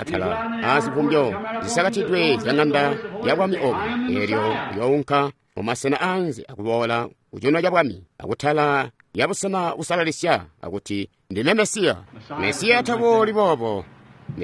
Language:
Tonga (Zambia)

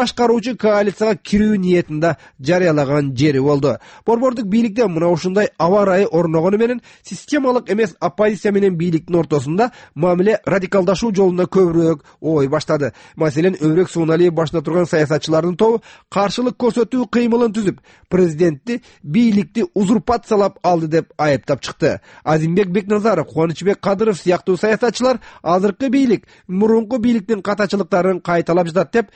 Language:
Kyrgyz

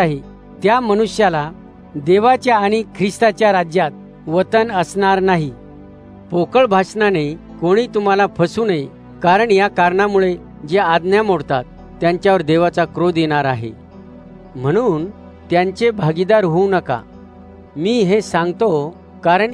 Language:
Marathi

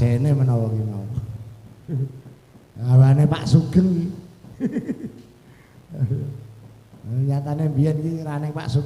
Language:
Javanese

